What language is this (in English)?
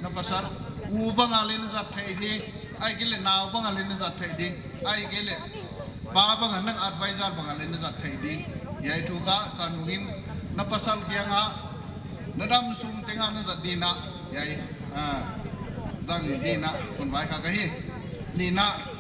Paite Chin